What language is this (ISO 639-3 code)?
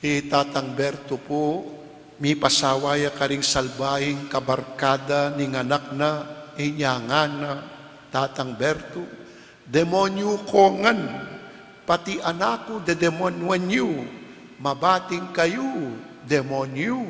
pam